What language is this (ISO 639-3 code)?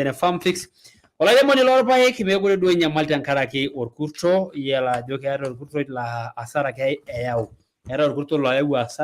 mas